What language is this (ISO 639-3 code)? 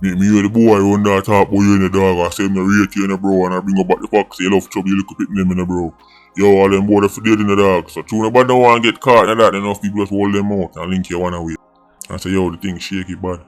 jam